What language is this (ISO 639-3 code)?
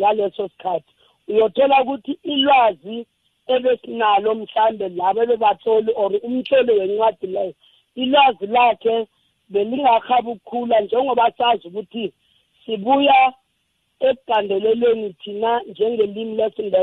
nbl